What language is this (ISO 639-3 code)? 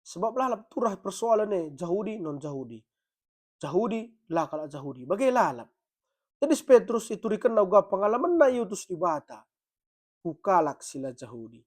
btx